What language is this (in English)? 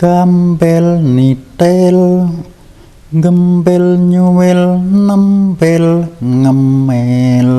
Javanese